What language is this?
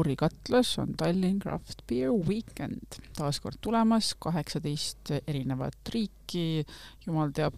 Estonian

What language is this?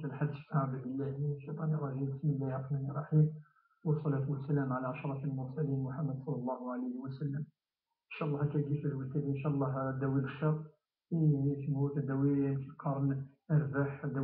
Kabyle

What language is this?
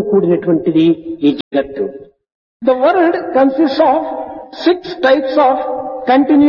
Telugu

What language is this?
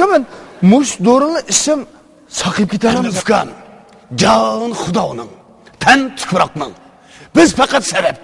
Uyghur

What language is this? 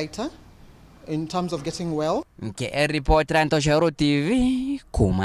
Meru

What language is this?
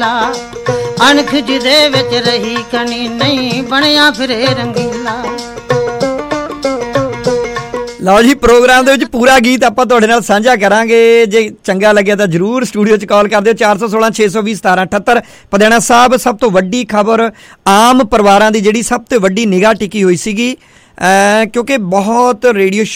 Punjabi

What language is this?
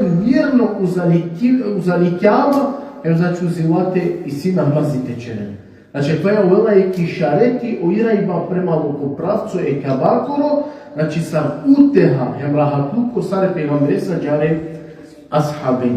Balkan Romani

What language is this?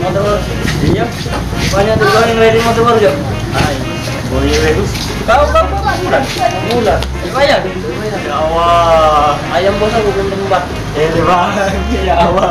Musi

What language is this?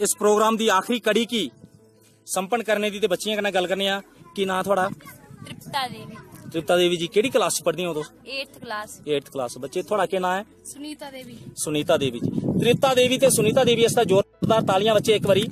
Dogri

